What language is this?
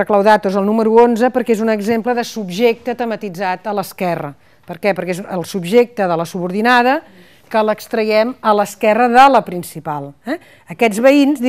Catalan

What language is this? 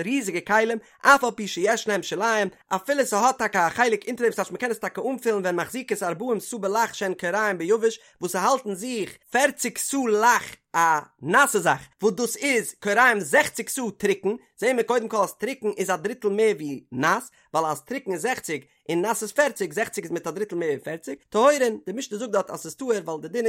Yiddish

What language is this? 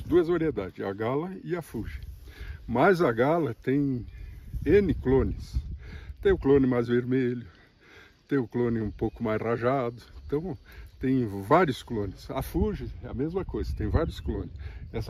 Portuguese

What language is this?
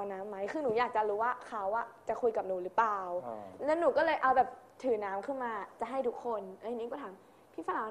Thai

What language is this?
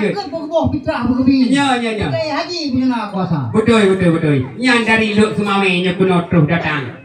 Achinese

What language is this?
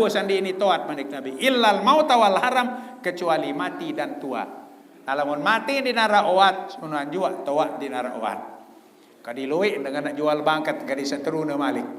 Sasak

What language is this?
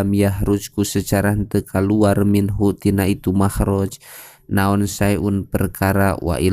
Sundanese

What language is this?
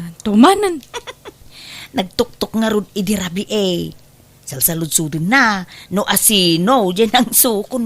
Iloko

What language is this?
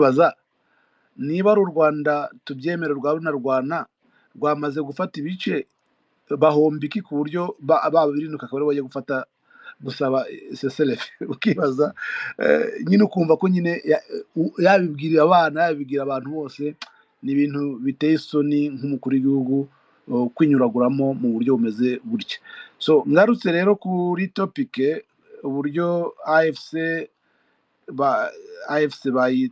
Kinyarwanda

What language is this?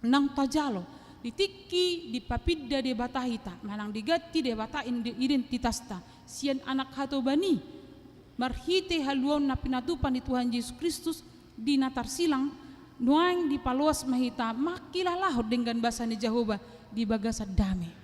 Batak Toba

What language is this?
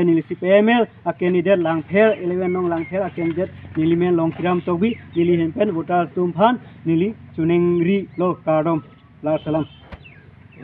Karbi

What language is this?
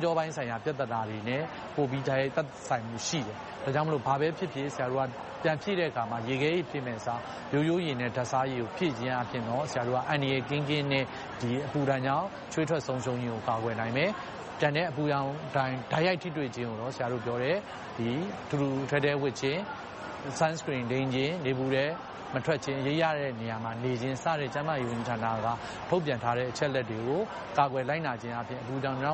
Burmese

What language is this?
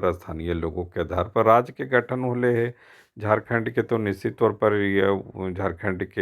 Magahi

